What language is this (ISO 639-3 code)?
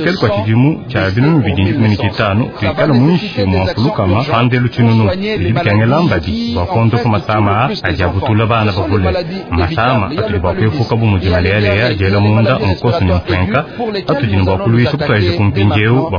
lua